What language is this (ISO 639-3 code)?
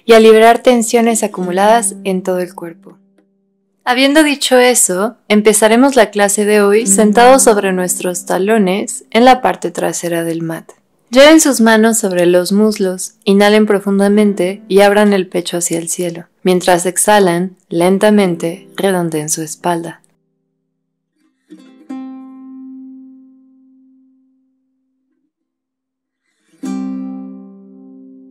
spa